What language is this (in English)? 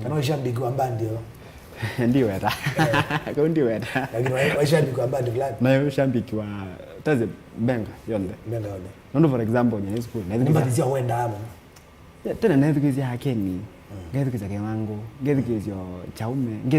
Kamba